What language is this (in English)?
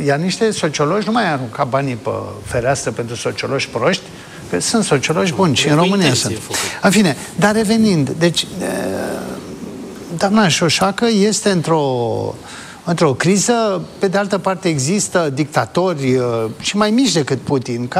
Romanian